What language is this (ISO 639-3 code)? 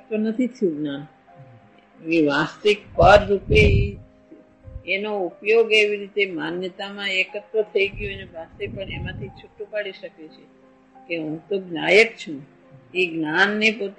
guj